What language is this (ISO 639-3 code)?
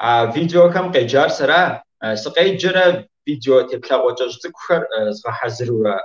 kbd